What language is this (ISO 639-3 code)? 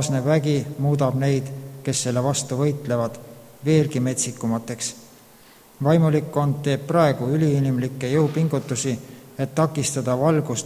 est